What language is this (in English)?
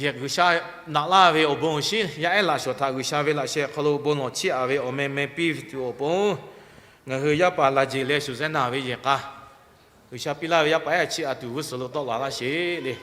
Lahu